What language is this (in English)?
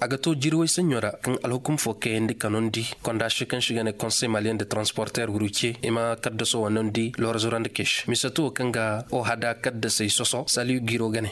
Koyraboro Senni